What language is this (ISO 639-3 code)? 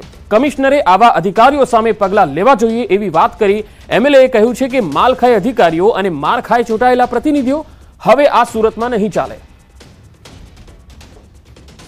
guj